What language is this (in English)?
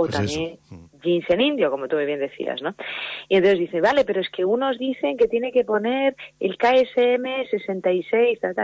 Spanish